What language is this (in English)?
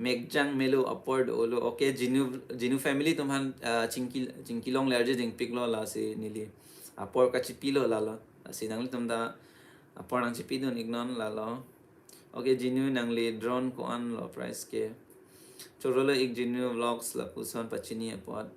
Karbi